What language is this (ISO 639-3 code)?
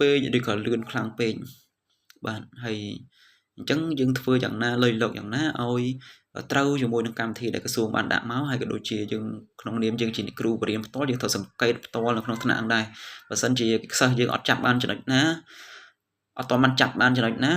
khm